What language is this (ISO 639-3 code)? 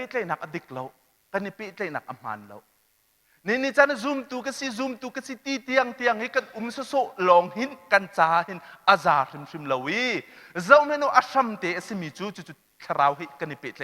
cnh